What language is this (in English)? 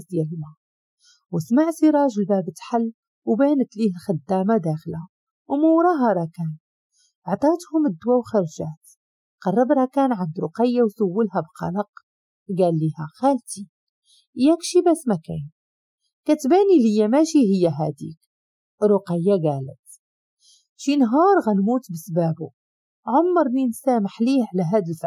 Moroccan Arabic